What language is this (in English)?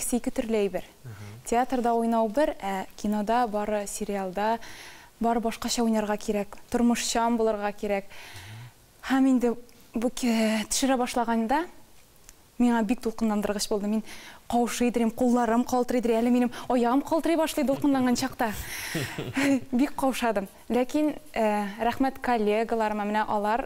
Tatar